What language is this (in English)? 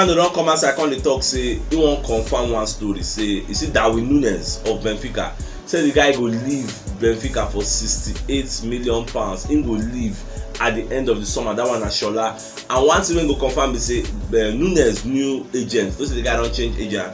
Nigerian Pidgin